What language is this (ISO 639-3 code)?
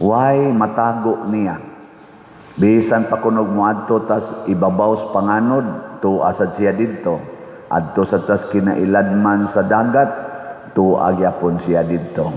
ceb